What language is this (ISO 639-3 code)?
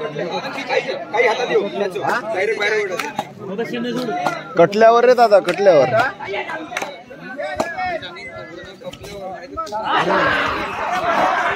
mar